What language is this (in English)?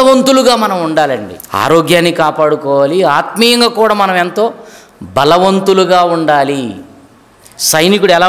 Telugu